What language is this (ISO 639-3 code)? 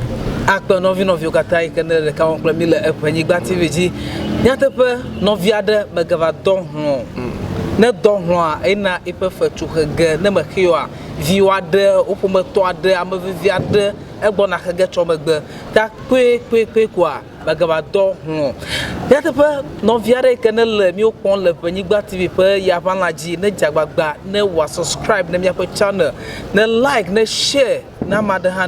ewe